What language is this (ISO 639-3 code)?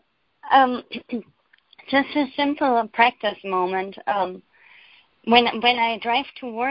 eng